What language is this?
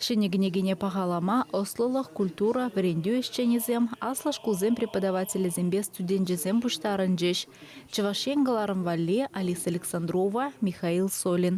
Chuvash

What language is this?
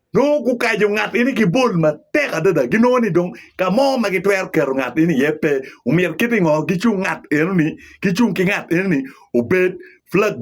Acoli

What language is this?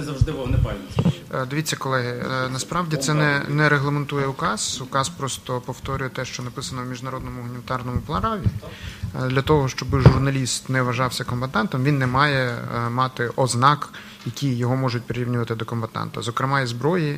Ukrainian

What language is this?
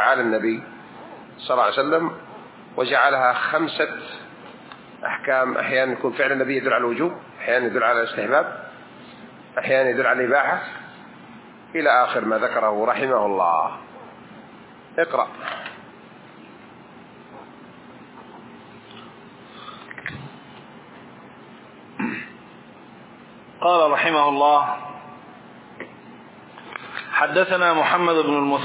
Arabic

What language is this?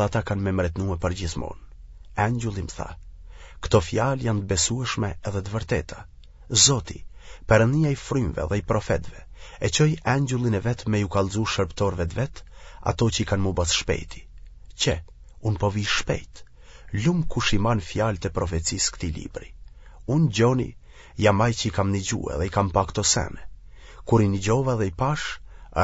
Albanian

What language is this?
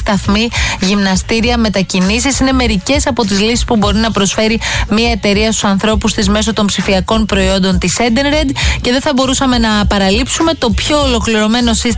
Greek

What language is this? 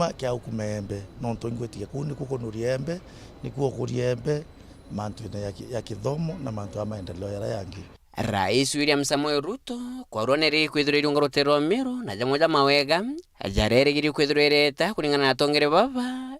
Meru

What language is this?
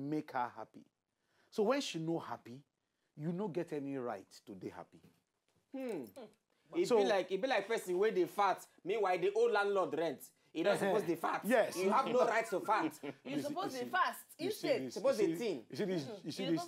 Nigerian Pidgin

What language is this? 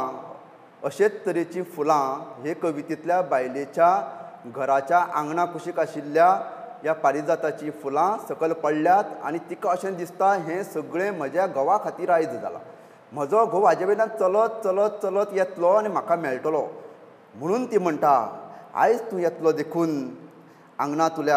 Konkani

